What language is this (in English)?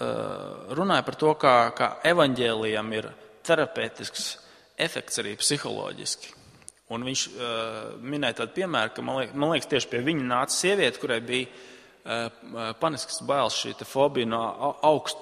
Latvian